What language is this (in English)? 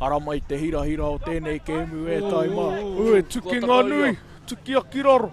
Māori